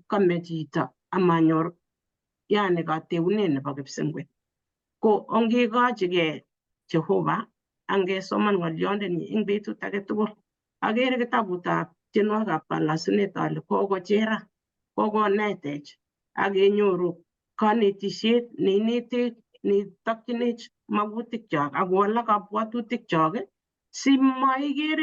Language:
Kalenjin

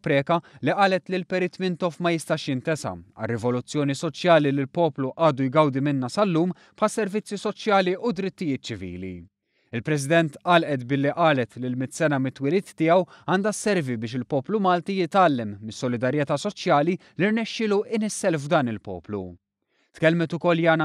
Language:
Maltese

